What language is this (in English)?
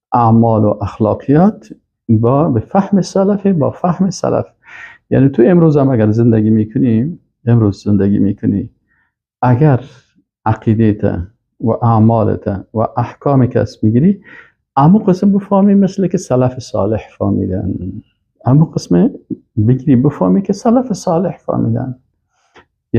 Persian